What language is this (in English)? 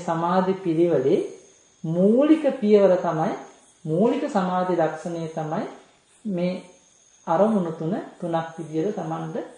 Sinhala